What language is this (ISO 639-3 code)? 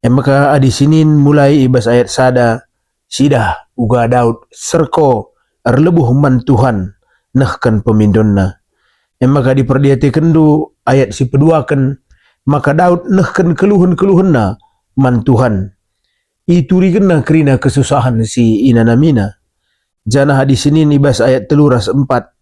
btx